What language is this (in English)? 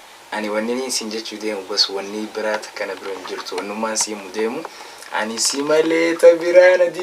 Oromo